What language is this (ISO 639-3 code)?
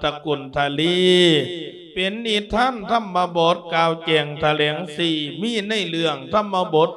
lao